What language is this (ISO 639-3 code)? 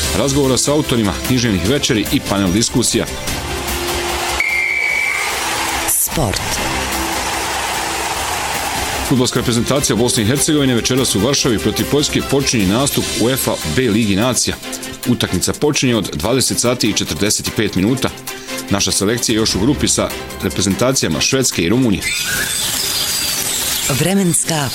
bos